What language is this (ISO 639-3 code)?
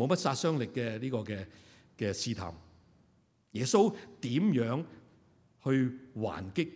yue